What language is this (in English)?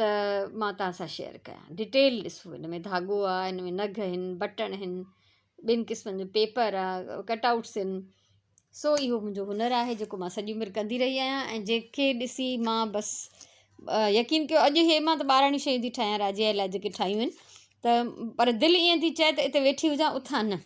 Sindhi